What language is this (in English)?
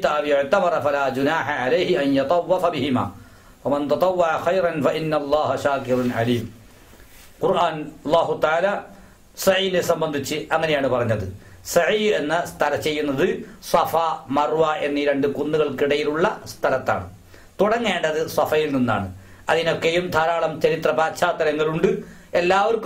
Malayalam